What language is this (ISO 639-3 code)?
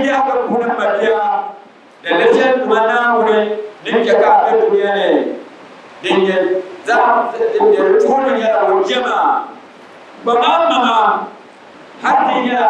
dag